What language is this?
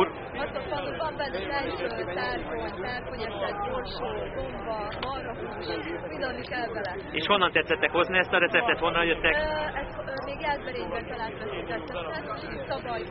Hungarian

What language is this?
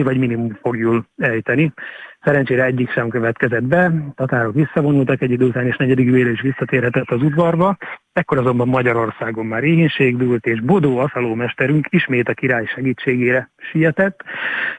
Hungarian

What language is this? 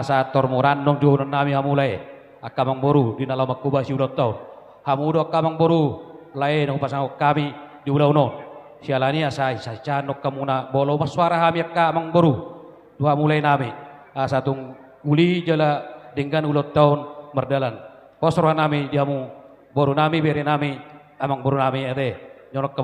Batak Toba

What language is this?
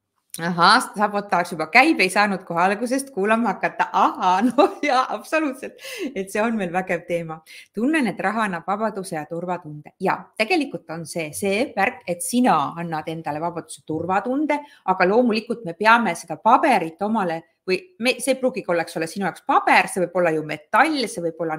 Estonian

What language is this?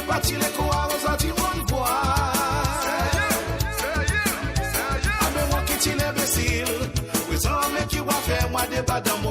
Morisyen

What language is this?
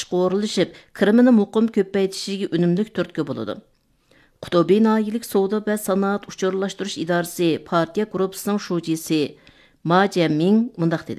Uyghur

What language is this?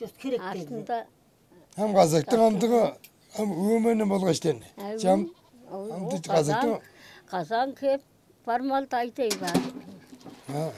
Tuvinian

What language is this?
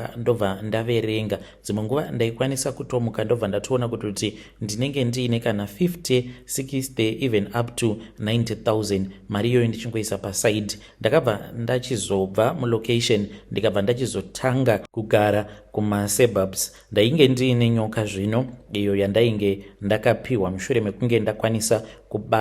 Shona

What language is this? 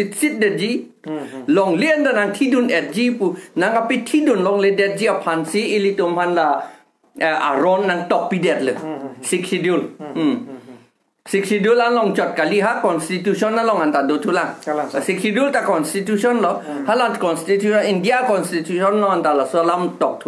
Karbi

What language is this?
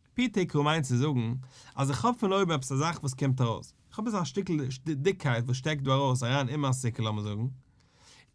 Yiddish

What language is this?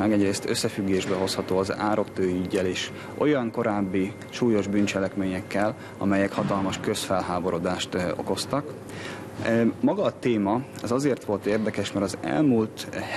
Hungarian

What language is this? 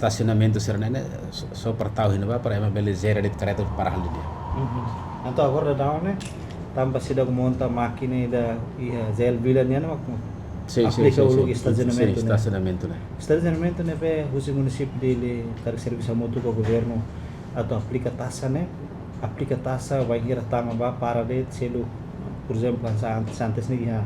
Tetum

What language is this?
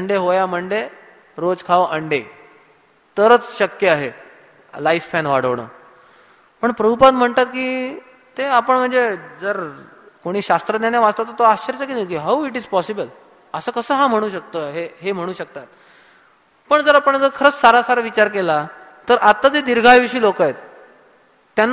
Marathi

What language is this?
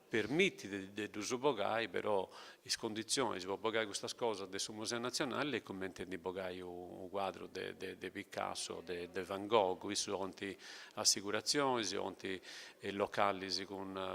Sardinian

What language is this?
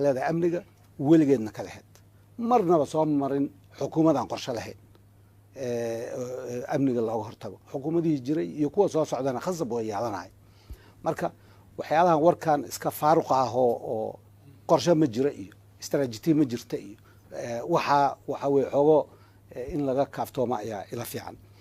Somali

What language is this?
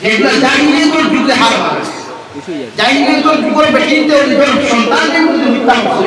Sylheti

